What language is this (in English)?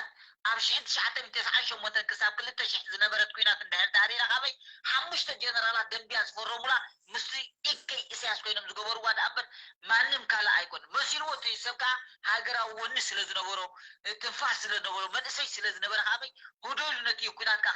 Tigrinya